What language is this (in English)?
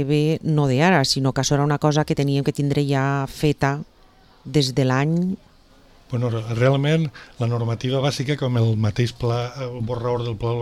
Catalan